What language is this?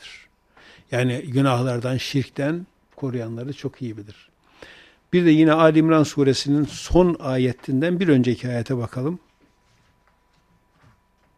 Turkish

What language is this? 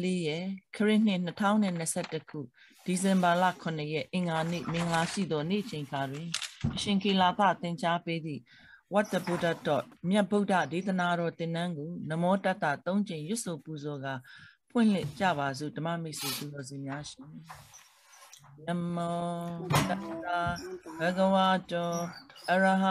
Burmese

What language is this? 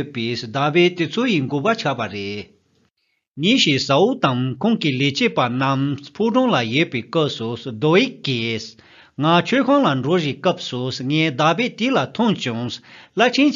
Tibetan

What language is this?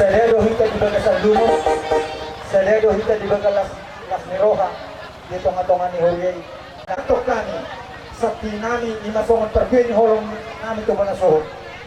Batak Toba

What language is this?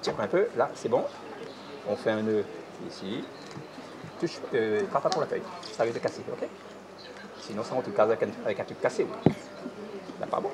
Réunion Creole French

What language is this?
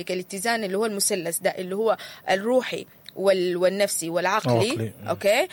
Sudanese Arabic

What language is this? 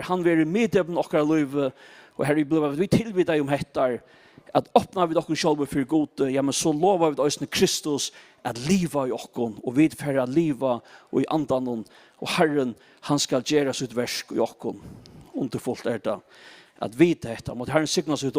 Faroese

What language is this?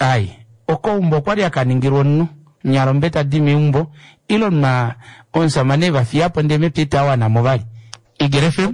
Kuanyama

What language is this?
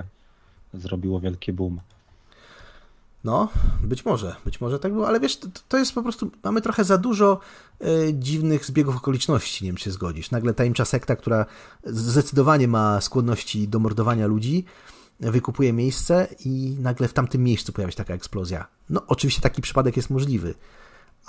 Polish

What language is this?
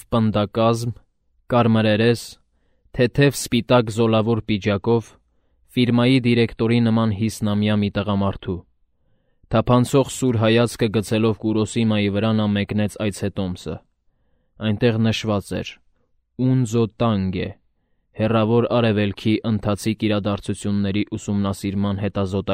Armenian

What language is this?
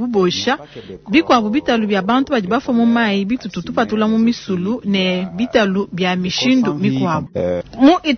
Luba-Lulua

